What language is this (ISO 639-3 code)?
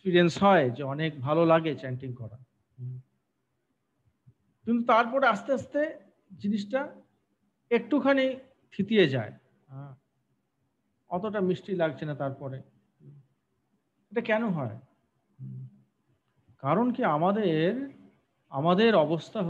ben